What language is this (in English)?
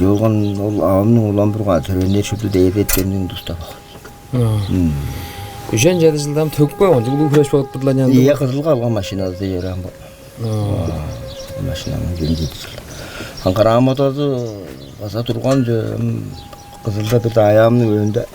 Tuvinian